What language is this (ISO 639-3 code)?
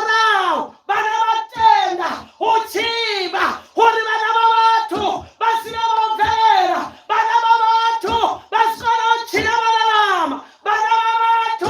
ven